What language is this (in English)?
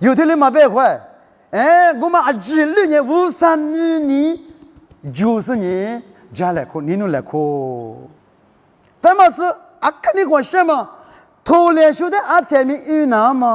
Lisu